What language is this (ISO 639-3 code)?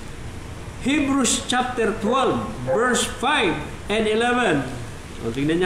fil